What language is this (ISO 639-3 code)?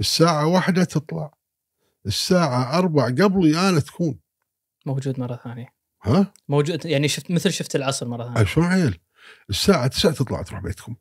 afb